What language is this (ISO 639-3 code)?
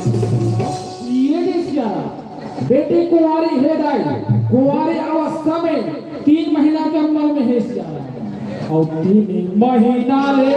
hne